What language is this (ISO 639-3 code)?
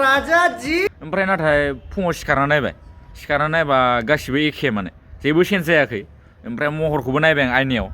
brx